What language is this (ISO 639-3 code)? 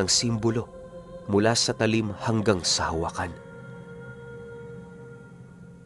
fil